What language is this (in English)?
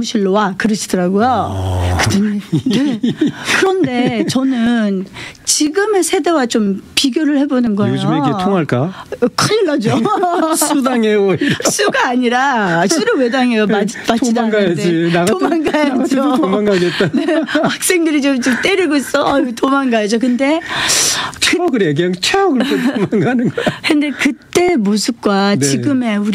Korean